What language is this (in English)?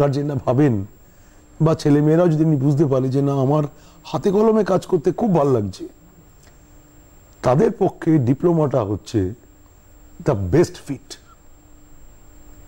Bangla